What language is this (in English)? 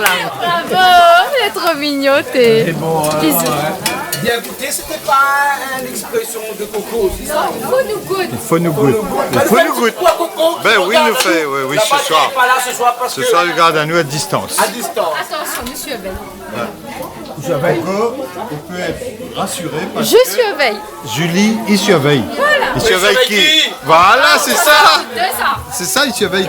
Réunion Creole French